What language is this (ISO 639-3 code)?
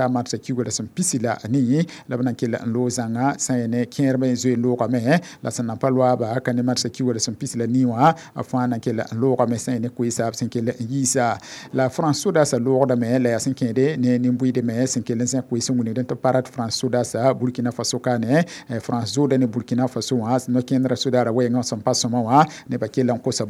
mos